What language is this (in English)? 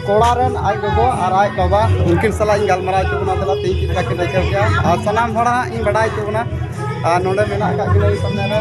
Santali